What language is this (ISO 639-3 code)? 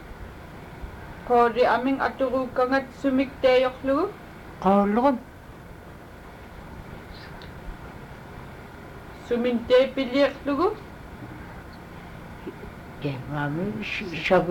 ipk